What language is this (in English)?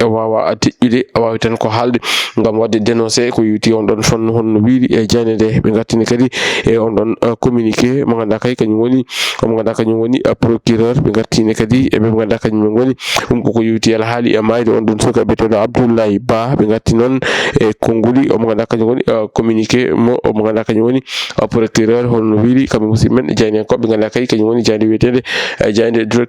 Fula